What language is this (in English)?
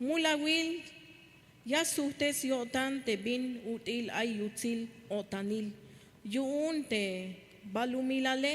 Tzeltal